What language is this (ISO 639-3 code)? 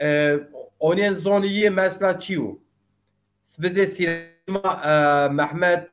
zza